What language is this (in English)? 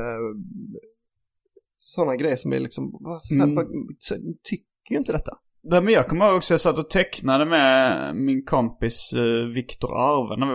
Swedish